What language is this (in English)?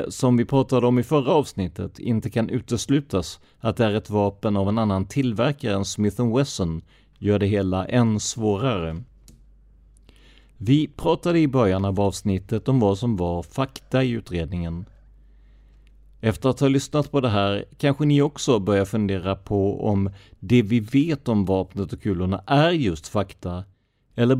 Swedish